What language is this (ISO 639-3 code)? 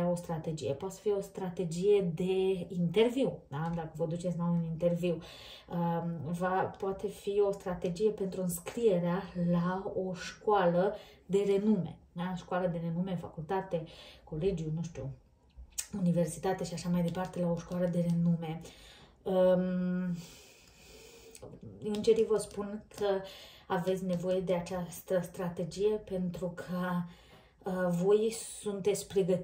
ron